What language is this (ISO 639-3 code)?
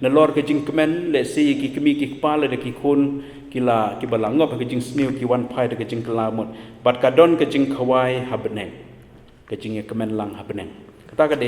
kha